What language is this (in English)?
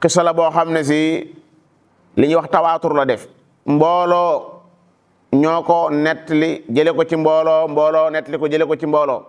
Wolof